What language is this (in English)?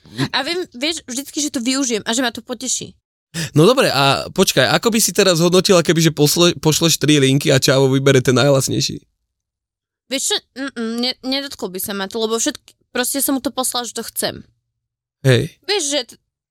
Slovak